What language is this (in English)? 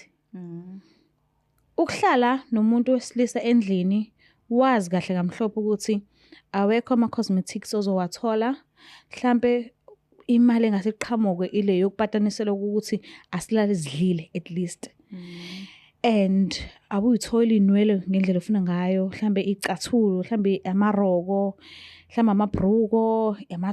Zulu